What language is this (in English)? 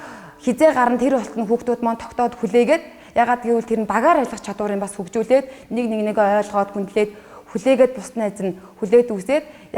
Mongolian